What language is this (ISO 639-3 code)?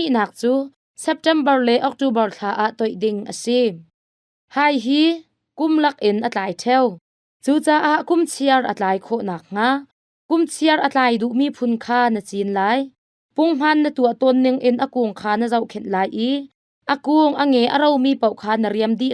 cnh